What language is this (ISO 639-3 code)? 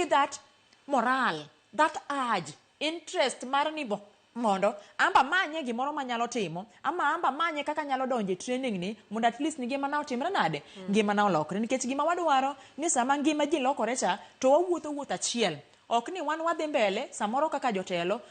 luo